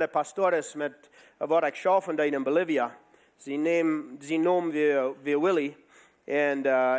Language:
Plautdietsch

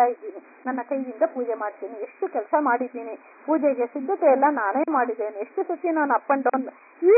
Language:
Kannada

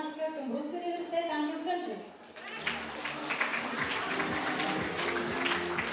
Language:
Bulgarian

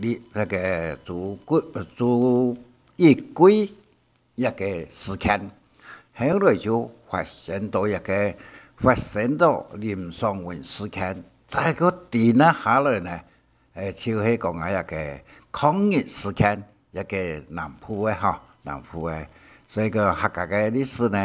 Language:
Hakka Chinese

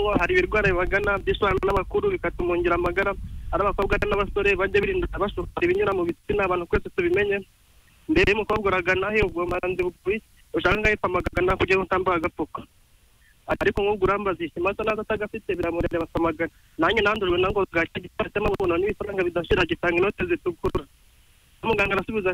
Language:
Kinyarwanda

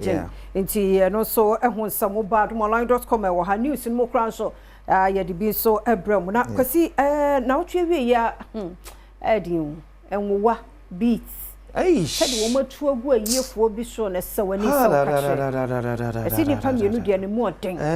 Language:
Akan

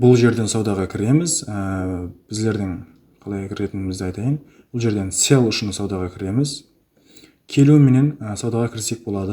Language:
Kara-Kalpak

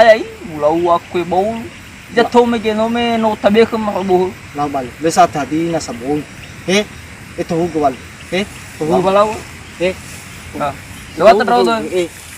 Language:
Nias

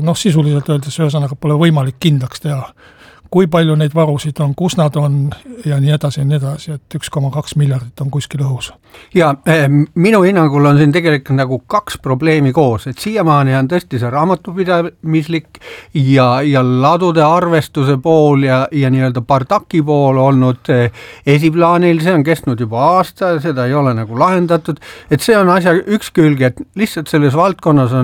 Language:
Estonian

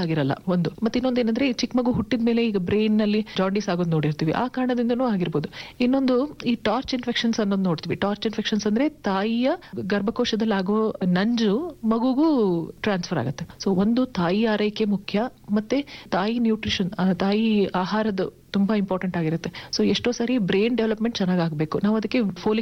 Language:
Kannada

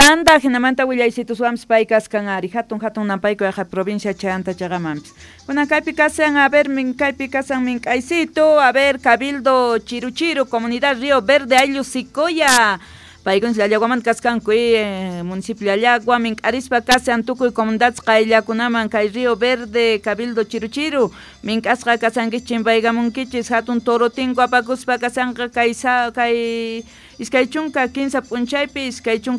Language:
South Bolivian Quechua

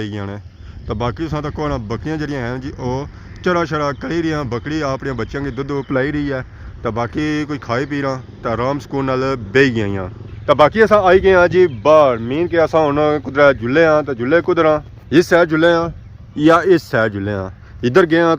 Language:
Pahari-Potwari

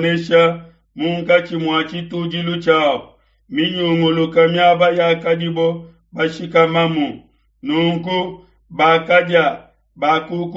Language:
Luba-Lulua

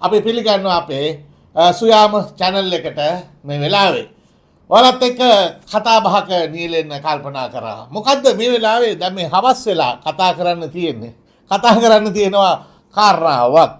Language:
Sinhala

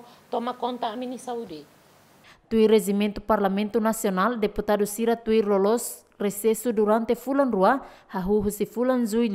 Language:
Tetum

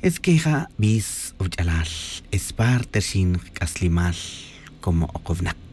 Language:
Tz'utujil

